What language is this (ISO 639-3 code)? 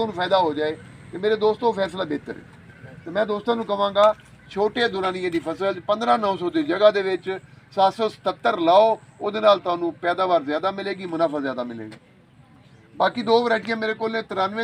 skr